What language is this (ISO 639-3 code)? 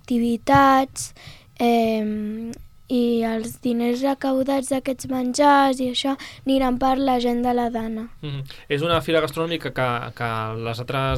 cat